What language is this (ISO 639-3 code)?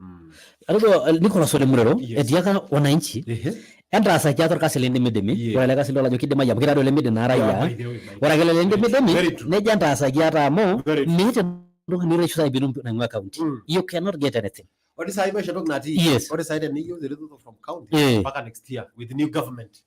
mas